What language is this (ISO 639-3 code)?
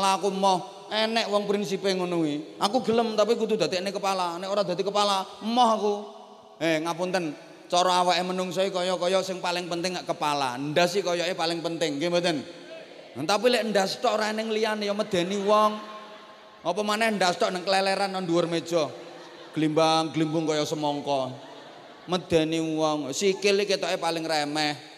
jav